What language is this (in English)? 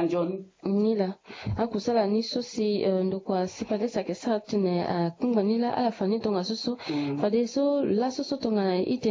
Sango